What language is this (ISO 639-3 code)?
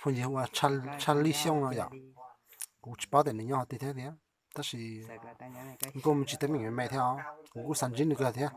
hmn